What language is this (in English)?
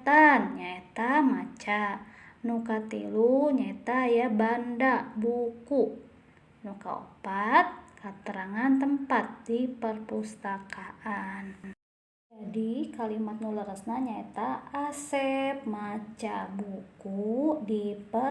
Sundanese